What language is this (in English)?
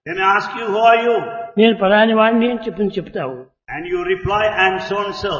Telugu